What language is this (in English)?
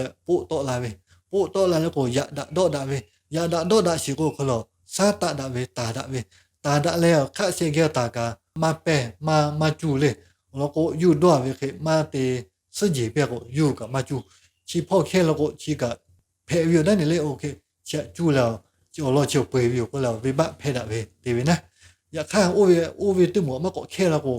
Lahu